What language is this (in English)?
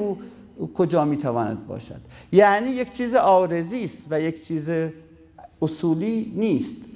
Persian